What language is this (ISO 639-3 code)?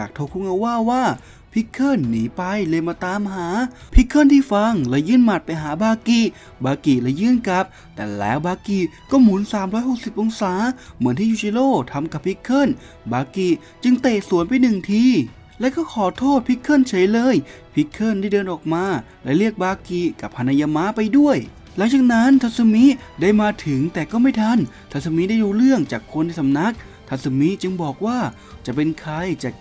tha